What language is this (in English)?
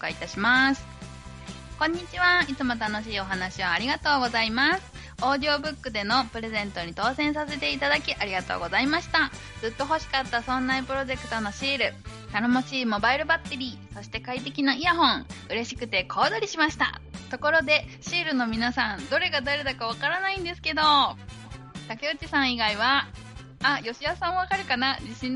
Japanese